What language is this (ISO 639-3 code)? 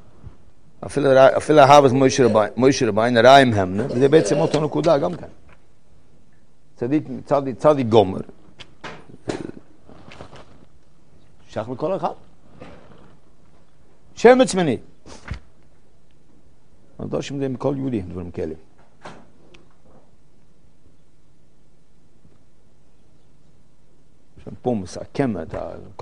heb